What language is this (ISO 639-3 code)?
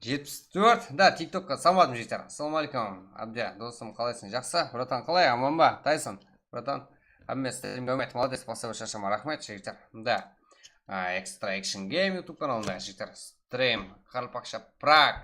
kaa